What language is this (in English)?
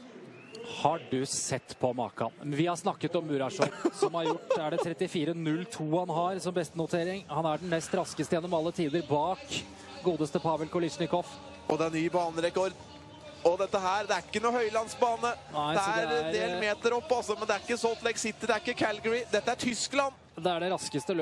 Norwegian